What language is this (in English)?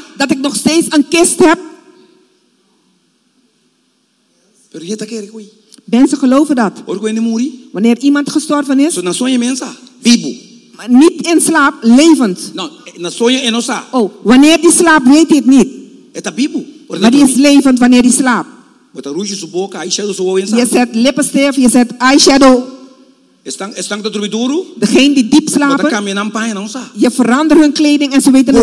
Dutch